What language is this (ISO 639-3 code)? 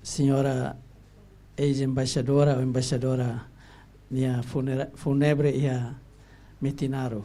tet